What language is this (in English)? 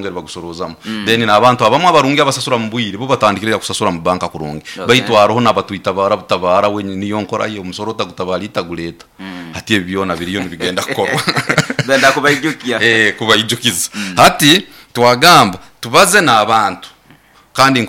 Nyoro